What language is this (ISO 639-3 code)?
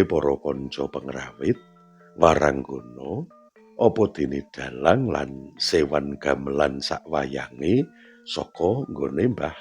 jav